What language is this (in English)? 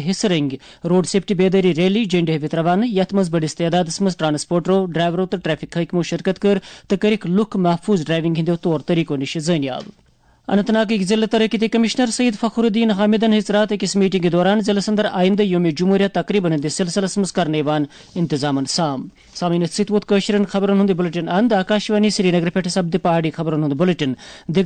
Kashmiri